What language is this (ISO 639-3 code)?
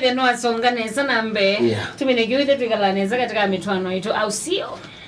kam